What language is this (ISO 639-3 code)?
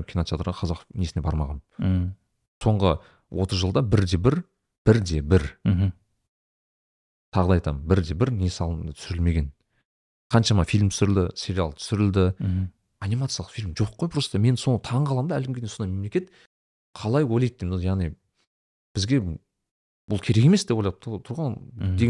kaz